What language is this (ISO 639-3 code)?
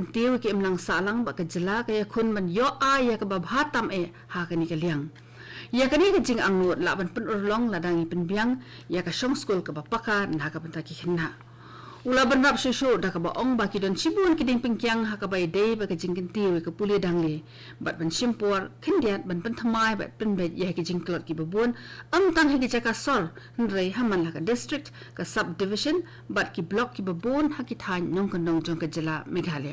kha